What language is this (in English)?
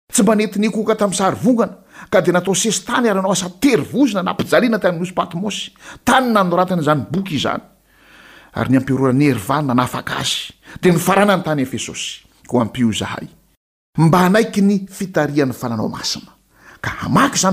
Malagasy